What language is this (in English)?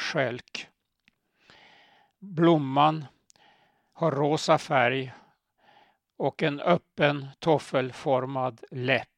Swedish